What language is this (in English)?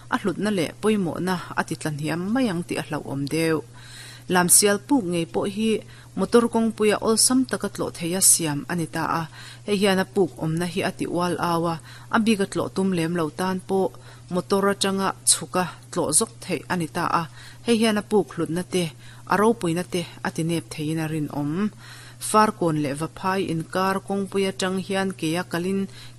Mizo